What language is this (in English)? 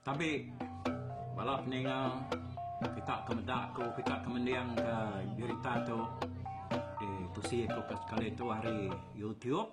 Iban